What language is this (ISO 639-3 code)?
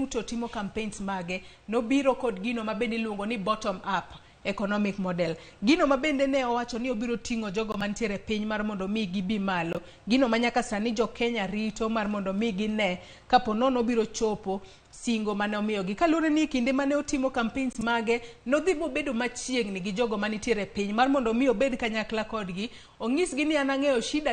luo